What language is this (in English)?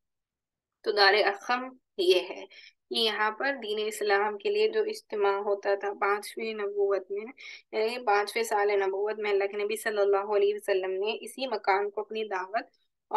Urdu